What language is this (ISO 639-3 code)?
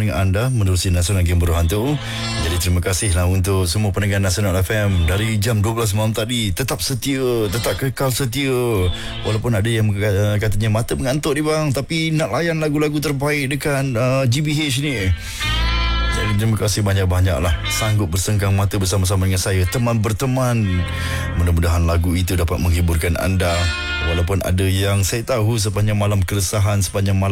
msa